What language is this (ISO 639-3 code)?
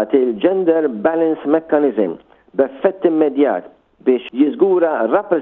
mlt